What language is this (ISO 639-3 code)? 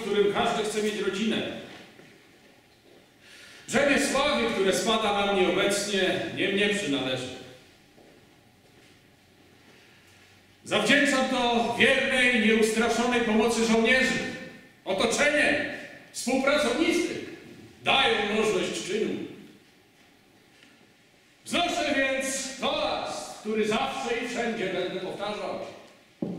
pol